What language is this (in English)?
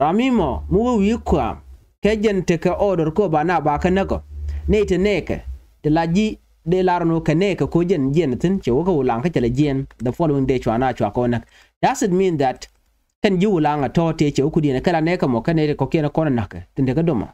Nuer